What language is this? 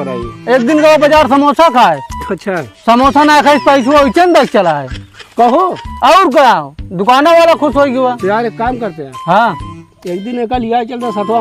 Awadhi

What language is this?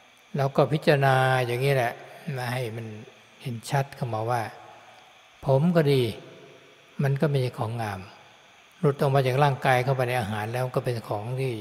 Thai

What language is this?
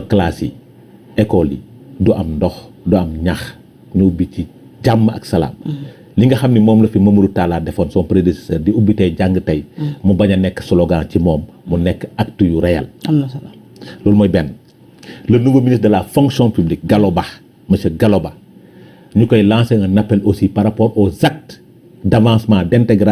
Wolof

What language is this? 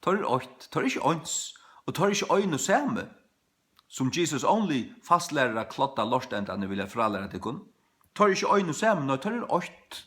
Faroese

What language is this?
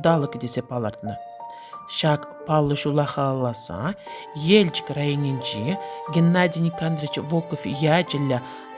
Chuvash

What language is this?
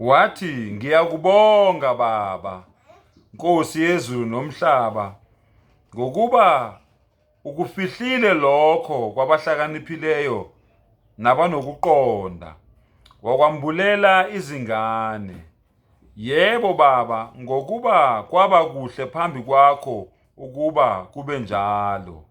Zulu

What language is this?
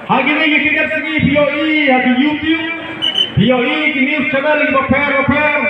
Khasi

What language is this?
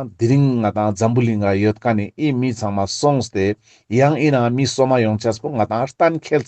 Ladakhi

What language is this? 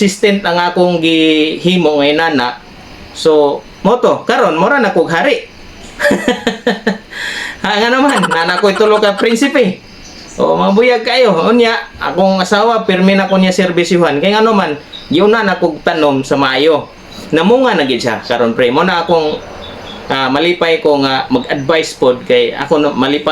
Cebuano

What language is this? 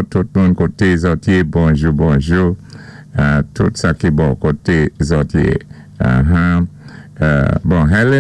Saint Lucian Creole French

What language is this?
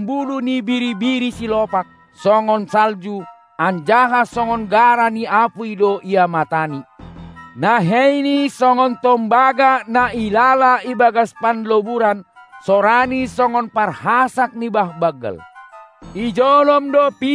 Batak Simalungun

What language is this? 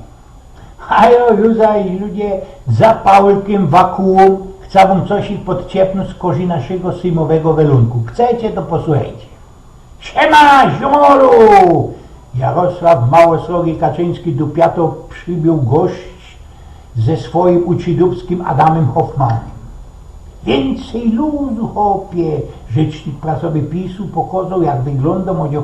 Silesian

